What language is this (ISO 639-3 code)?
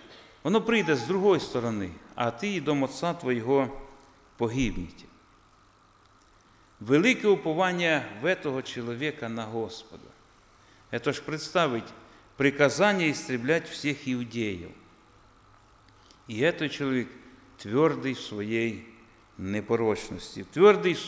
ukr